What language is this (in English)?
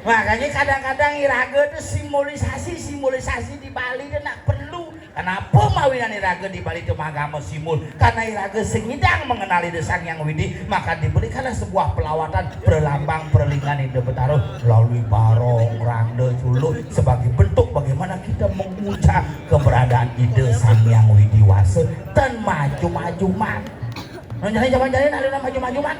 Balinese